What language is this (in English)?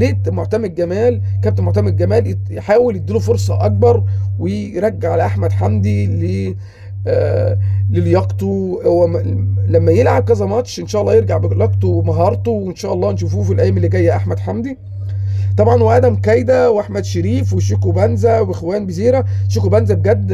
Egyptian Arabic